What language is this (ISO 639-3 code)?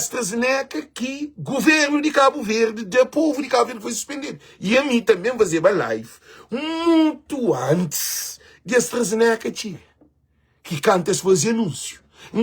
kea